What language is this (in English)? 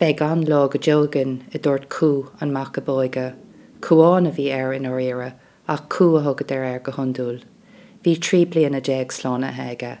Irish